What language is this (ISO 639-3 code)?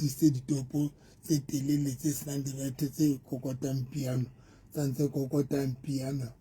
sot